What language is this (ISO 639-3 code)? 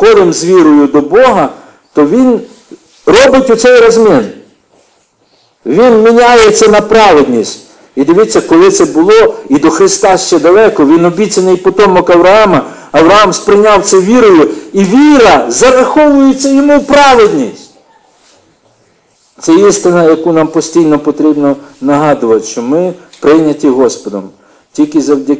ukr